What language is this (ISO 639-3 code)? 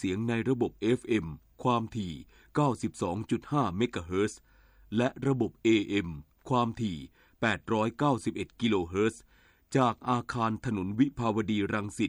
tha